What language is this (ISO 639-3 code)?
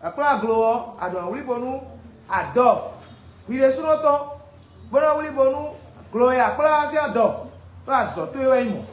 fon